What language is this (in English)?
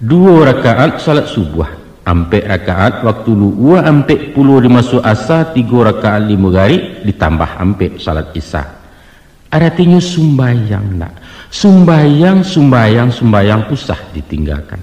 Minangkabau